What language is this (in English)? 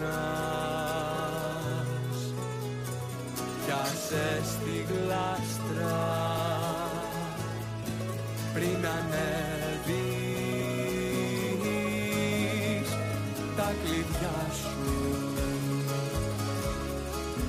Greek